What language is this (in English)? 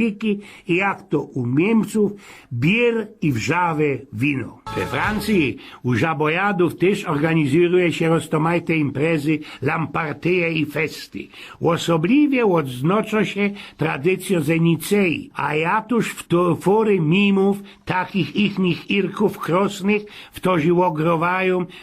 Silesian